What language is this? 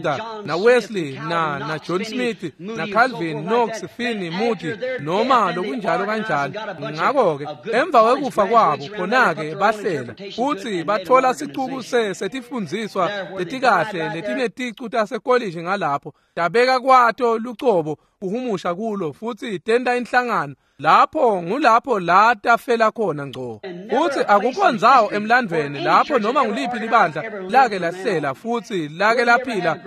Swati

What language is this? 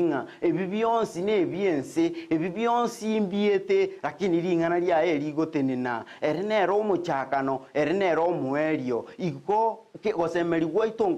Gusii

